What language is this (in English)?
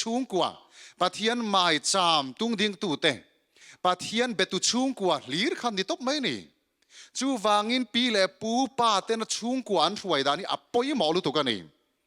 Mizo